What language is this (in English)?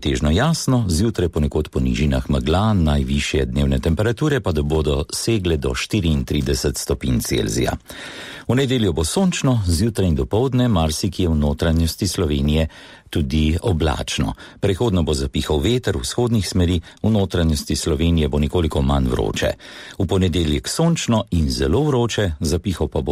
Slovenian